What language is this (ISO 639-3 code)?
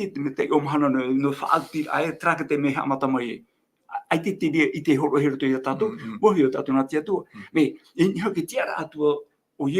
tah